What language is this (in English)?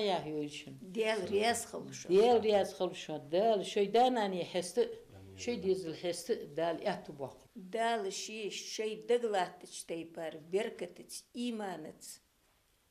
Ingush